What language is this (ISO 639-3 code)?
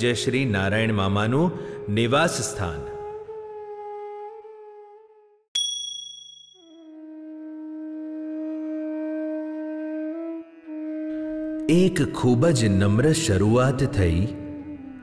guj